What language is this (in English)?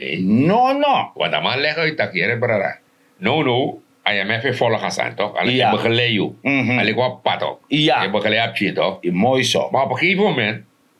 Sranan Tongo